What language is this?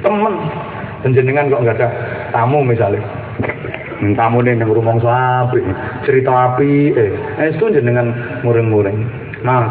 Javanese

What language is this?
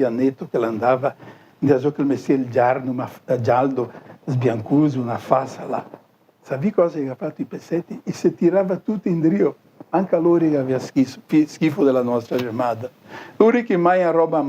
Venetian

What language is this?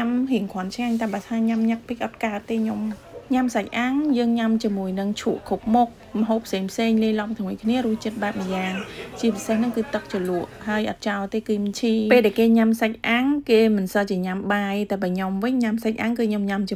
Khmer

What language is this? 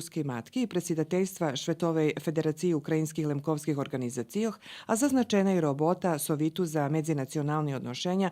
Rusyn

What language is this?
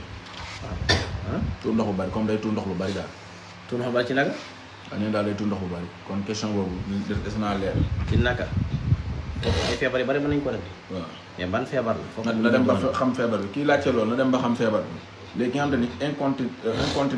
Wolof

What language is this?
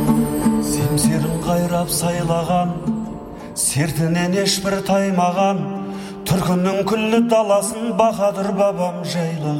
Kazakh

